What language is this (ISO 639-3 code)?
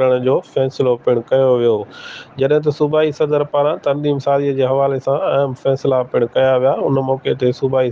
snd